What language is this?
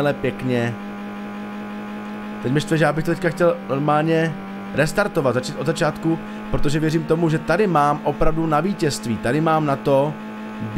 Czech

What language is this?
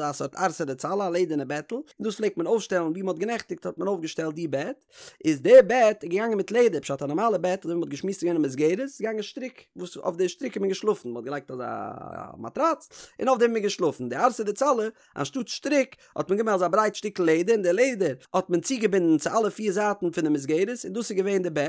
Yiddish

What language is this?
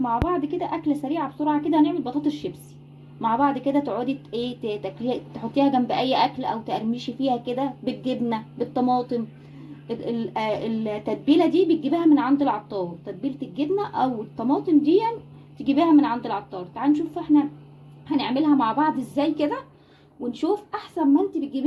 Egyptian Arabic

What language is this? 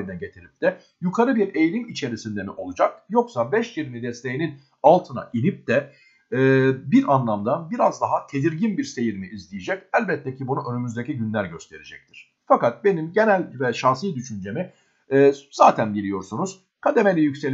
Turkish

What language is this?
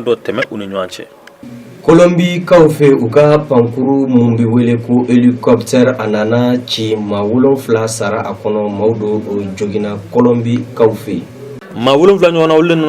Bambara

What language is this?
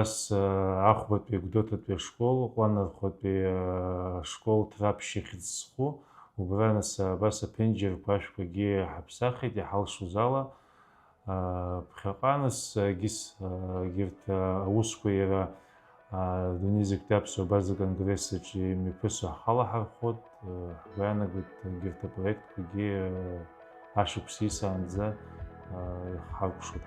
Abkhazian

